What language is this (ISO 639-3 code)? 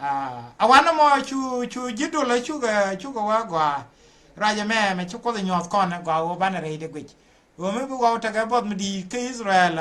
nus